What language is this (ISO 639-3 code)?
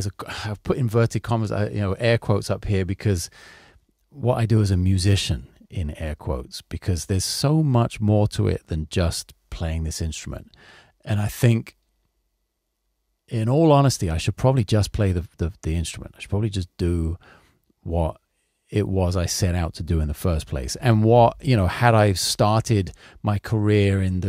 eng